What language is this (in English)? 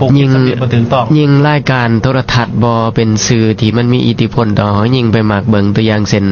Lao